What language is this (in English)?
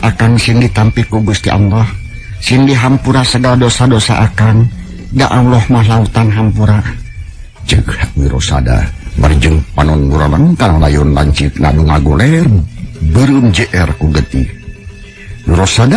Sundanese